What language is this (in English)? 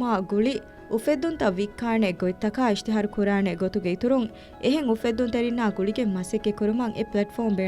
Divehi